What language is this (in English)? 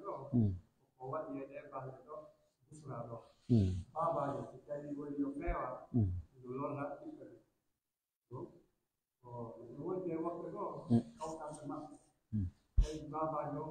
Pular